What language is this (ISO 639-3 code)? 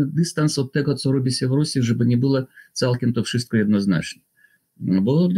pol